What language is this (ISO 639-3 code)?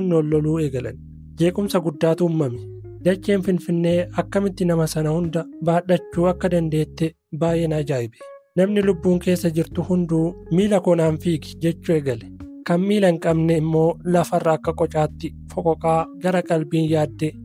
orm